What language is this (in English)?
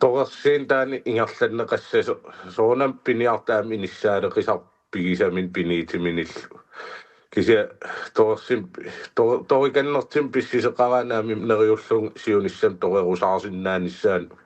Kalaallisut